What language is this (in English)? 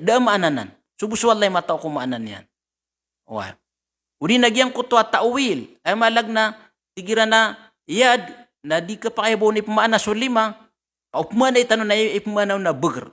Maranao